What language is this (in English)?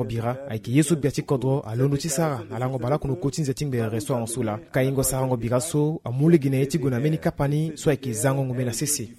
Sango